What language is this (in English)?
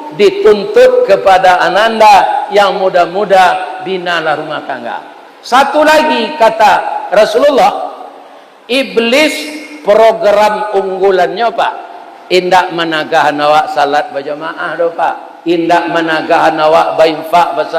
Minangkabau